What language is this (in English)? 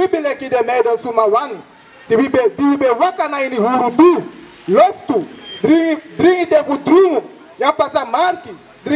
Sranan Tongo